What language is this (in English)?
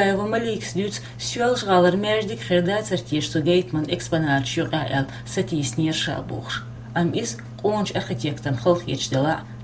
Chechen